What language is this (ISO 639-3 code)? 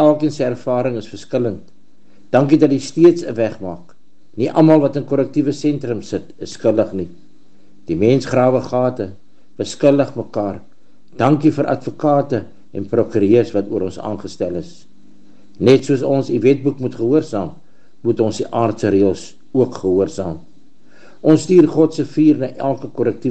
afr